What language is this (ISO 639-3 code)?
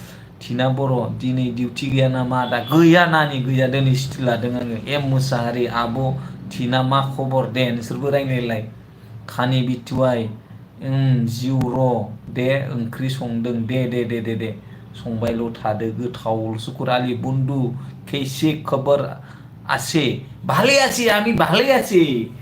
brx